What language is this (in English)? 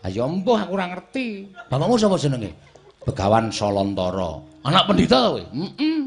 Javanese